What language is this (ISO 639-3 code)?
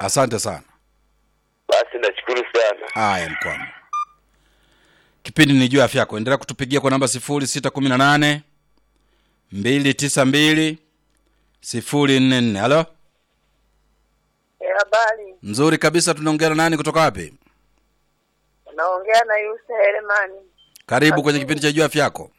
swa